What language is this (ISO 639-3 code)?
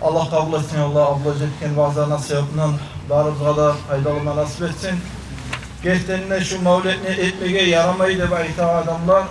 kum